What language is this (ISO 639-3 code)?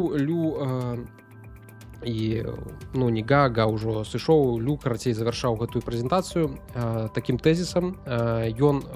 bel